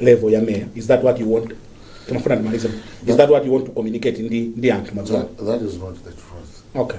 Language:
Nyanja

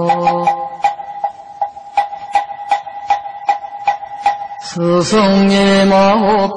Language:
Korean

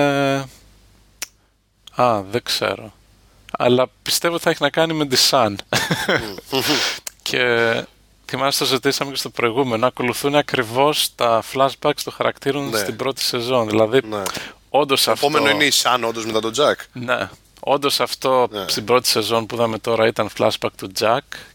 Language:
Greek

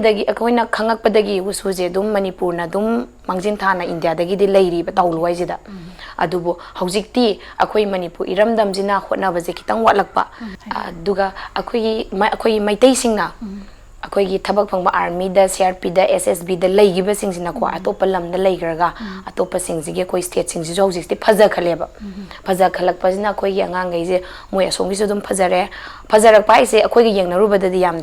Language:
Manipuri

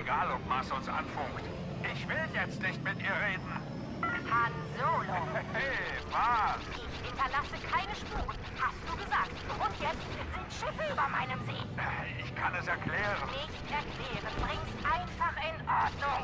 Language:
Swiss German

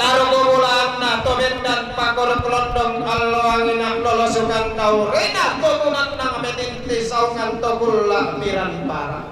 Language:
Toraja-Sa'dan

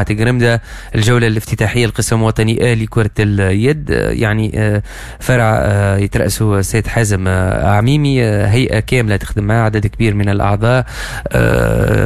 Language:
Tunisian Arabic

